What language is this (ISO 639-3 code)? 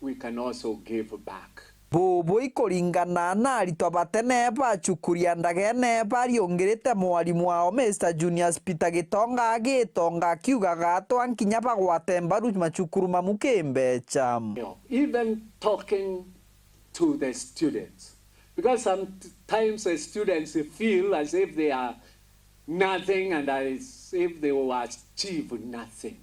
mer